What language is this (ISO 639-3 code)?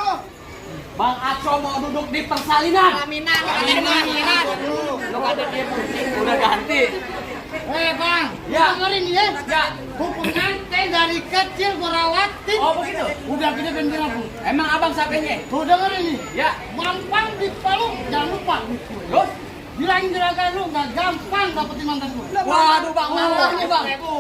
bew